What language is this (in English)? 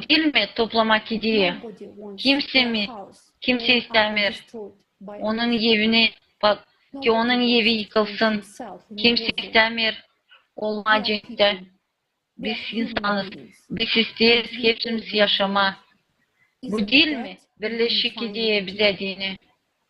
Gagauz